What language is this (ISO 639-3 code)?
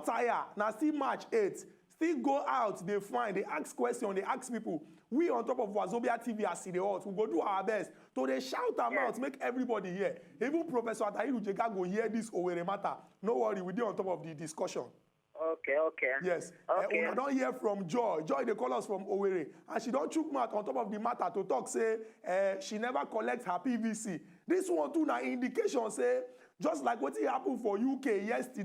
pcm